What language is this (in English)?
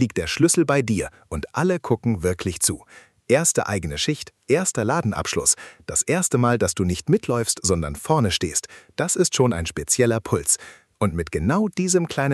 German